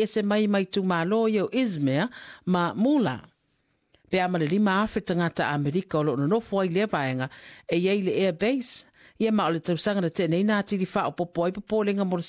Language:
Samoan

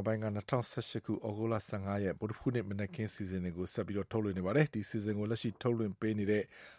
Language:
Burmese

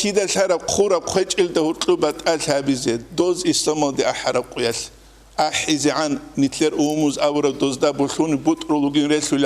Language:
Avaric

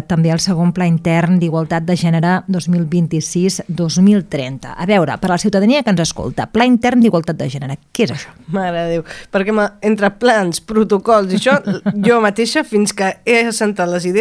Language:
Catalan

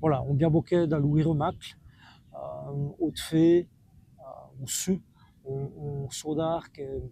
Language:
Walloon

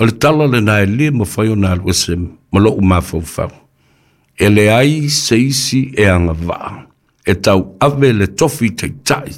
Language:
Samoan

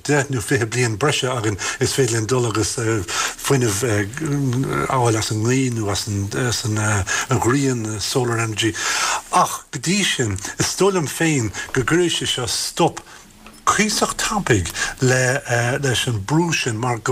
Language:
Irish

